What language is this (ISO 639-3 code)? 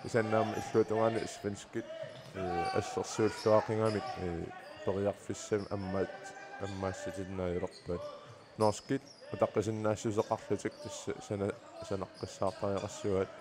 kal